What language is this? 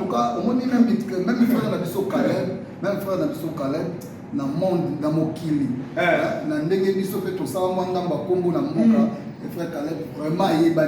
Lingala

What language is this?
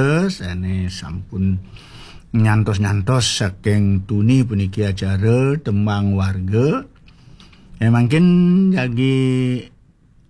Balinese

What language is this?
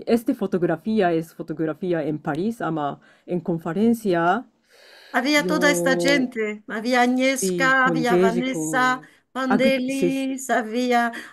Ladino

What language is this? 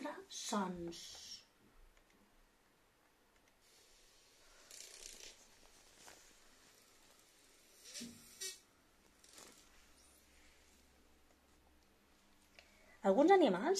Catalan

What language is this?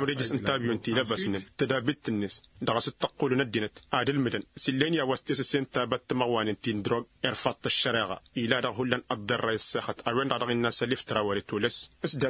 Tamasheq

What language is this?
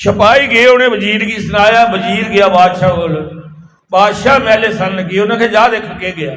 Dogri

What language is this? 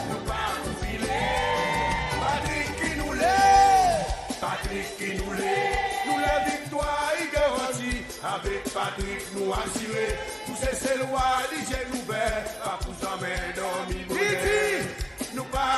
Seselwa Creole French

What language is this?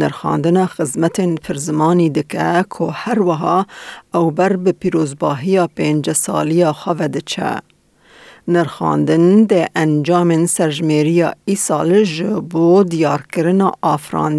Kurdish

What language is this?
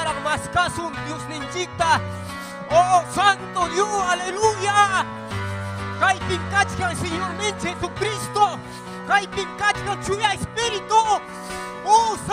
Ayacucho Quechua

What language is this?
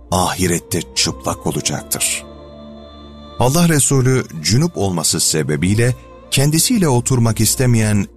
Turkish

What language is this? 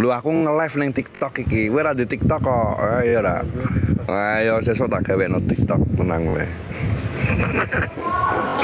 Javanese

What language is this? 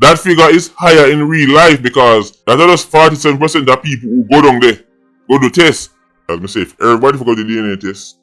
Jamaican Creole English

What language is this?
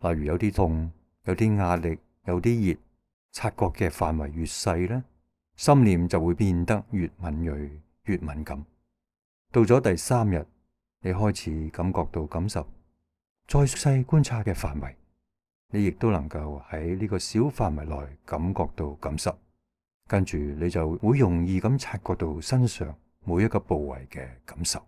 Cantonese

